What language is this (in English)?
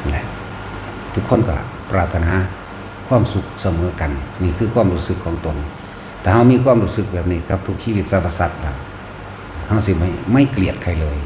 Northeastern Thai